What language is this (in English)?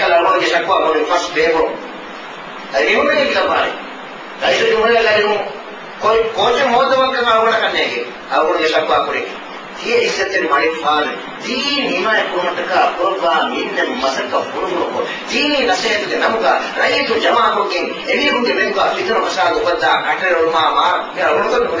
Divehi